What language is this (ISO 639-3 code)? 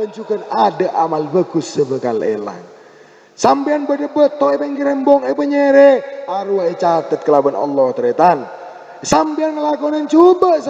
mad